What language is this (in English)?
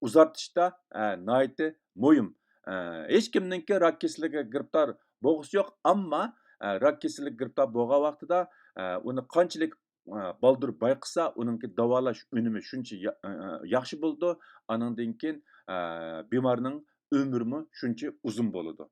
Uyghur